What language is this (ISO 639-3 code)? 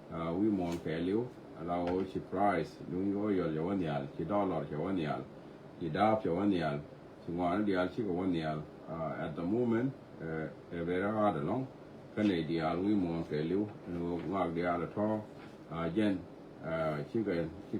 nus